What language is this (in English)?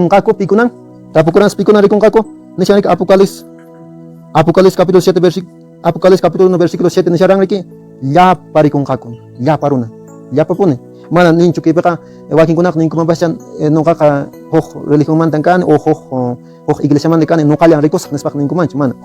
Quechua